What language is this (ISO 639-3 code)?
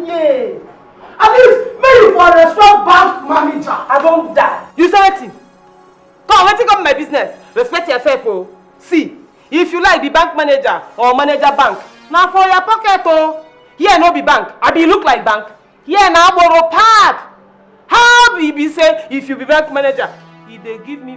pcm